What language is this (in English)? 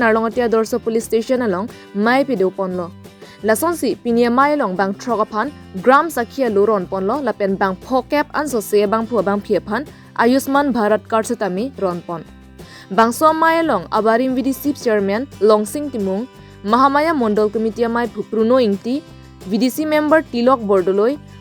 Karbi